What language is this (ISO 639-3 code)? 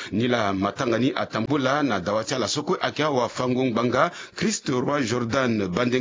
sag